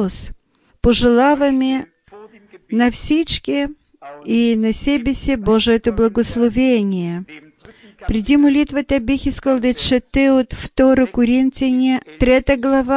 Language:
Bulgarian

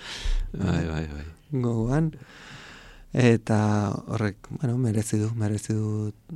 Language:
Basque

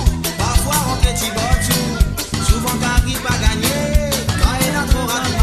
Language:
Morisyen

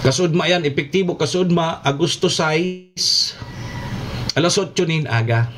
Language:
Bikol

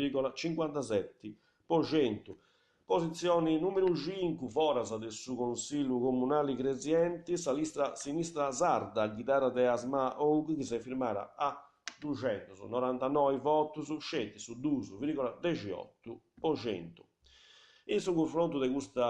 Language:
Sardinian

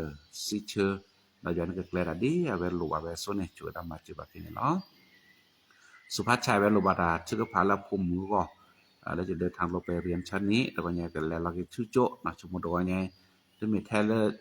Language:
S'gaw Karen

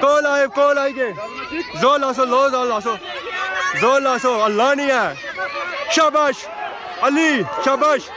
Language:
Pahari-Potwari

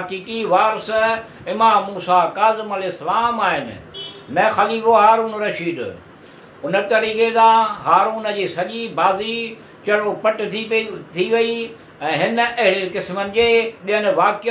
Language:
Sindhi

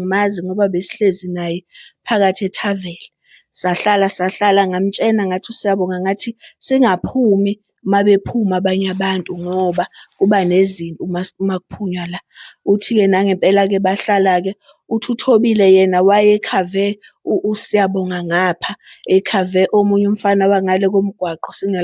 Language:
Zulu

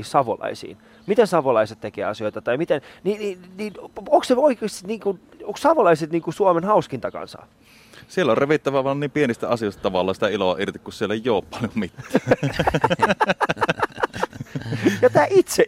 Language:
Finnish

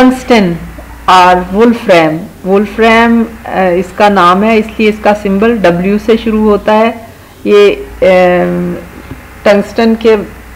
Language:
Hindi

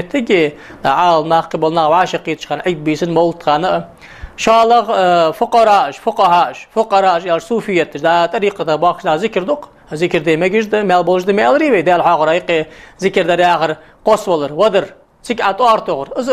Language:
Ingush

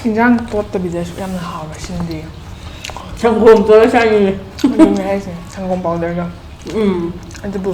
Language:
Manipuri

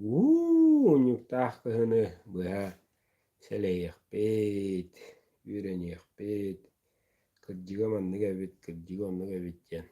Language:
Yakut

